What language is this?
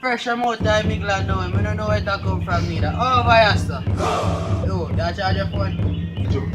Jamaican Creole English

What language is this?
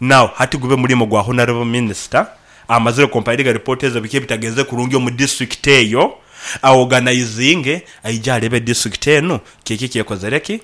Nyankole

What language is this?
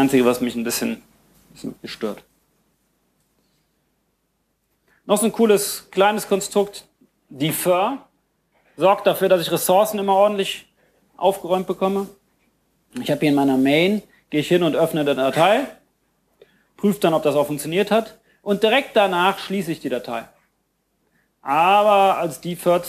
German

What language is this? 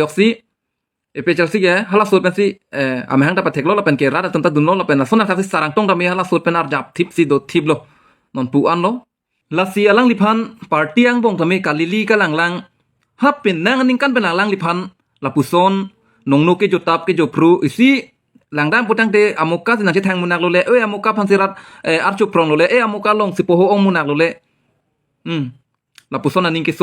Karbi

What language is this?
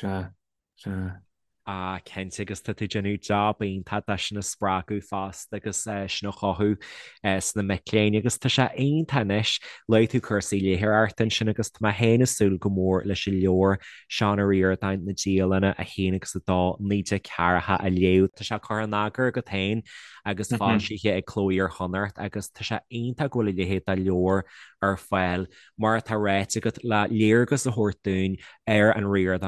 Irish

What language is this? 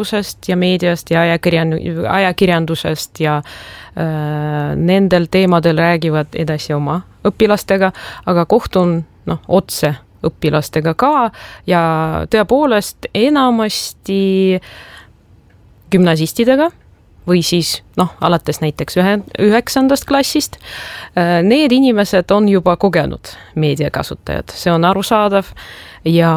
Estonian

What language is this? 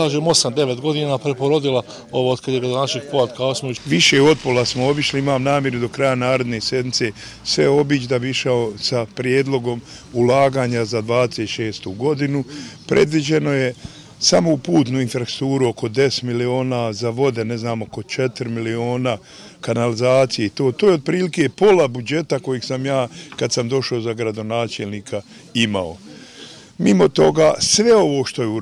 Bosnian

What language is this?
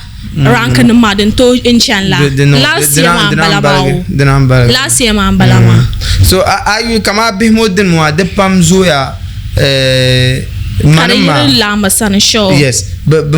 Dagbani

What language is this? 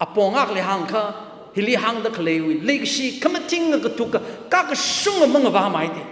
Tangkhul Naga (India)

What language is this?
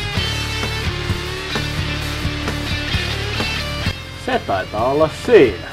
Finnish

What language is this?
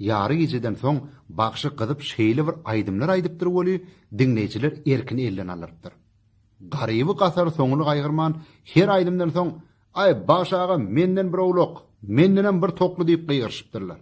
Turkmen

